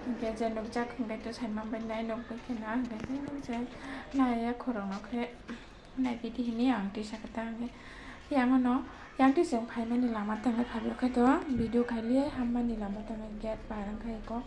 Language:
Kok Borok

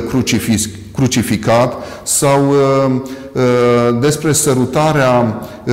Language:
Romanian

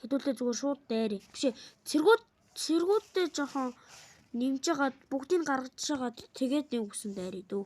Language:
Mongolian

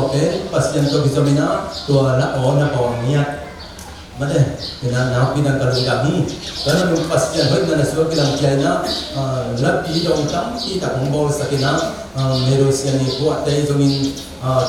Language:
Tedim Chin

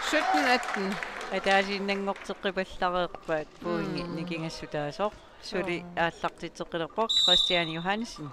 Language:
Kalaallisut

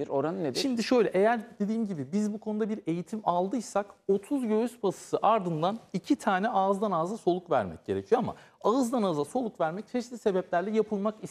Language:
Turkish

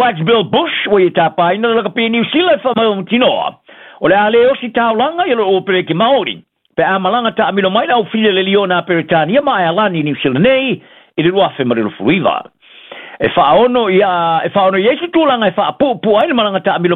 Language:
Samoan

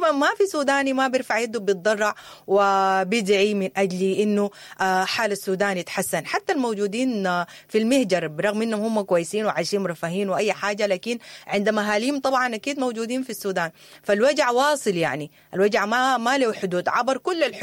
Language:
Sudanese Arabic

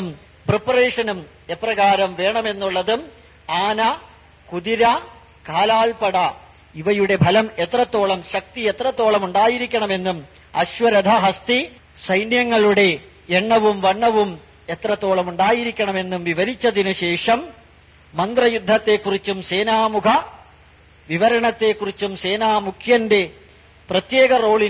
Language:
Malayalam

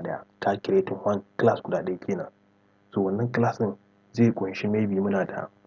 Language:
Hausa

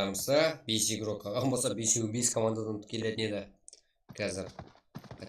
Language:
Kara-Kalpak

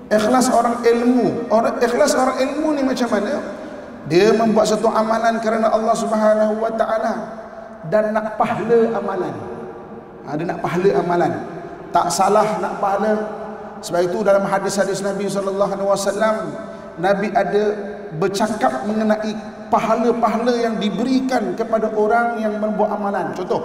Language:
Malay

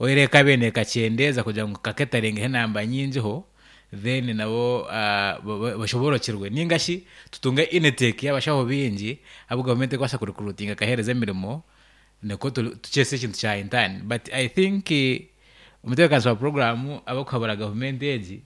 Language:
Nyankole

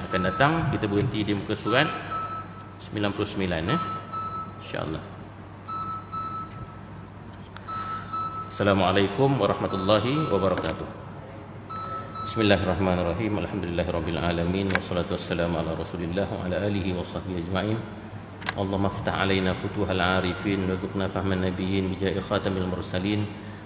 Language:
Malay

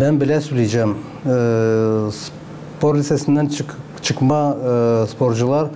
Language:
Gagauz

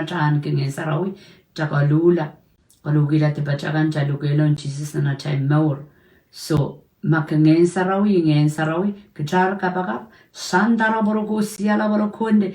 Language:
Pohnpeian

